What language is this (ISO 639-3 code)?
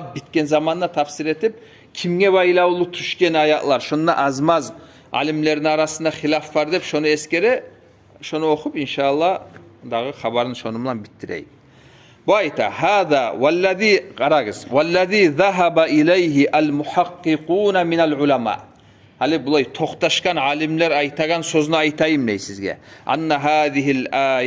kum